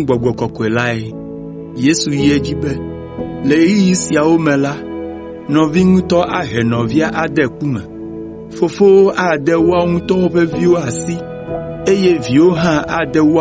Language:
Ewe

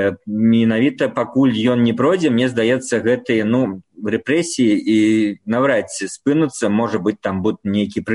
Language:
Belarusian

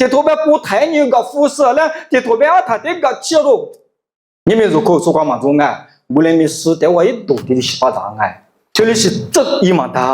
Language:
Lisu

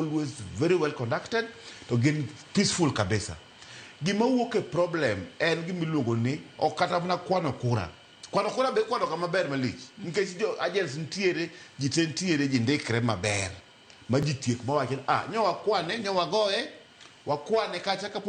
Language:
Luo (Kenya and Tanzania)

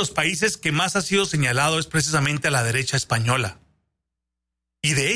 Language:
Spanish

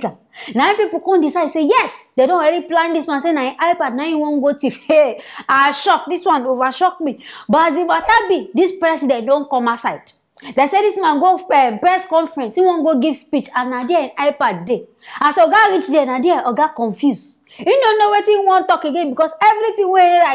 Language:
Nigerian Pidgin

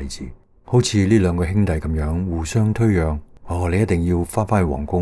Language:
Cantonese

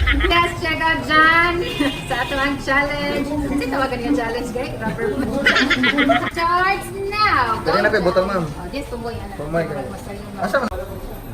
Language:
Cebuano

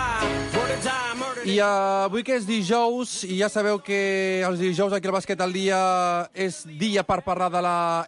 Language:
Catalan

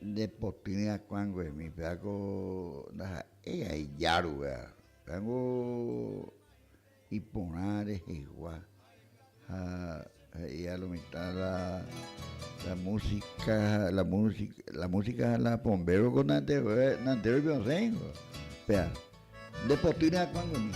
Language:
Guarani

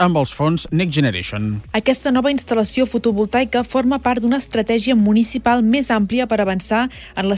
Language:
Catalan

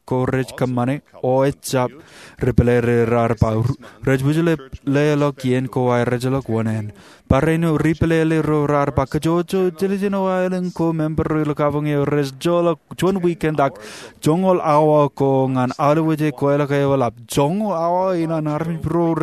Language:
Marshallese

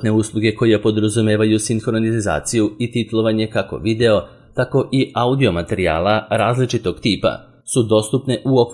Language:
Serbian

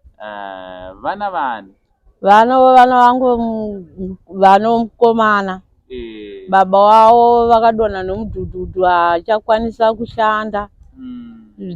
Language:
Shona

